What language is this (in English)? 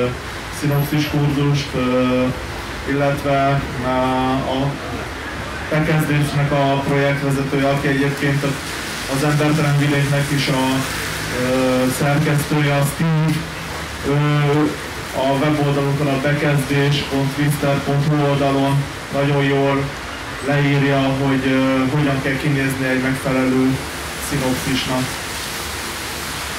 Hungarian